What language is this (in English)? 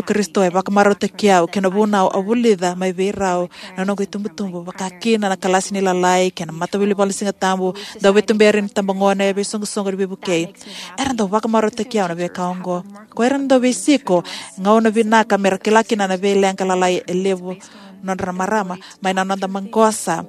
Fijian